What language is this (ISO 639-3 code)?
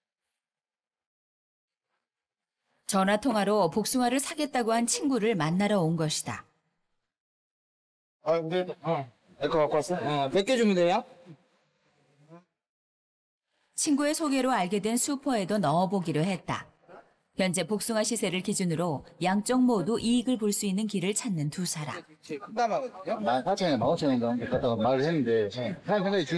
kor